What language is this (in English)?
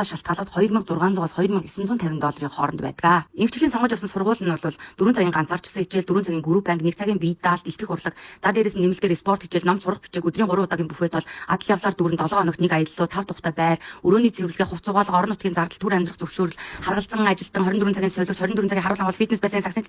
Mongolian